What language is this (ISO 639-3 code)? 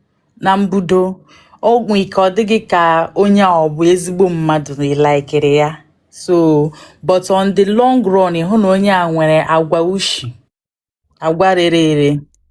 ibo